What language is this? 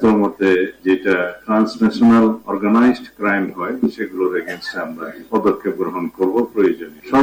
Bangla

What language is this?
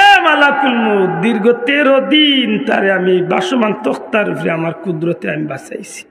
Sylheti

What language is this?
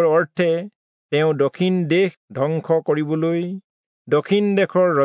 Assamese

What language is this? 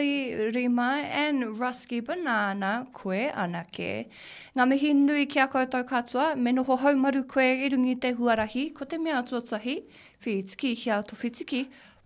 Māori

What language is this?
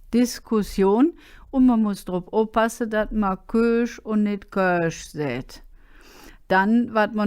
Colognian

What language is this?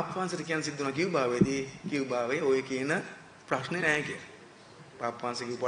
Sinhala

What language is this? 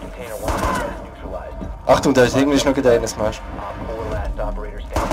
Swiss German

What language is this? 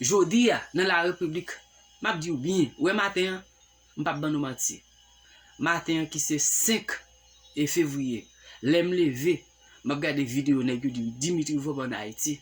Haitian Creole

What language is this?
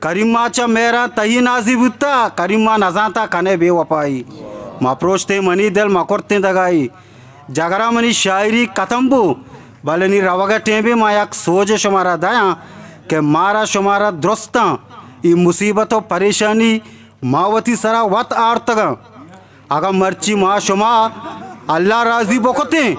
Eastern Balochi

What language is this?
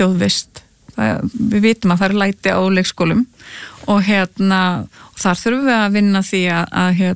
Icelandic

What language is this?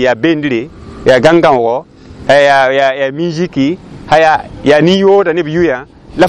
Mossi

